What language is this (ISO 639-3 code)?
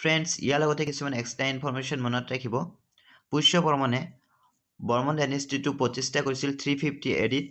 asm